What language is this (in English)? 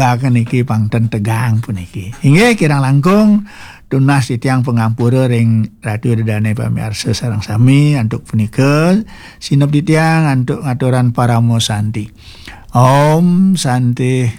Balinese